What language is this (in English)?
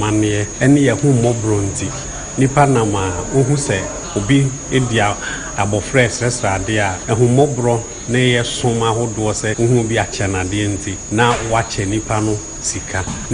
Akan